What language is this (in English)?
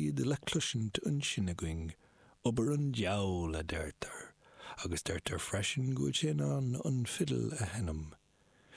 Irish